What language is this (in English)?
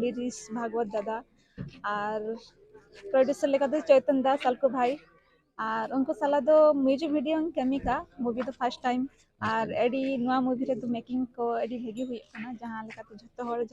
Santali